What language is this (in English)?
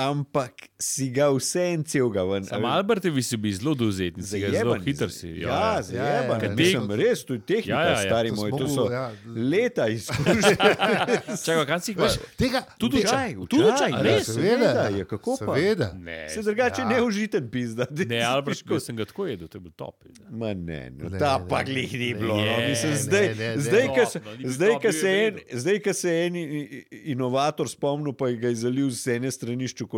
Slovenian